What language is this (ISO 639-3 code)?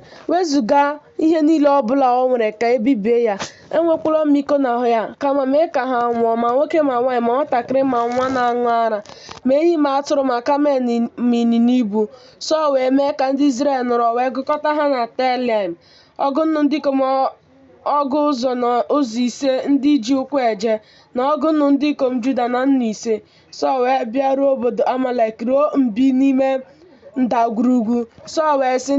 ibo